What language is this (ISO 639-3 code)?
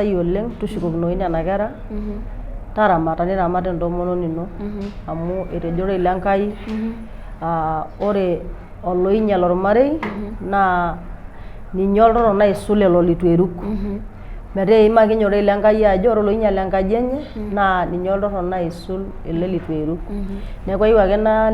mas